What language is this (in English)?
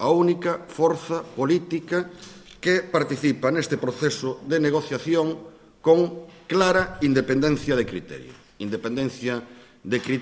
Galician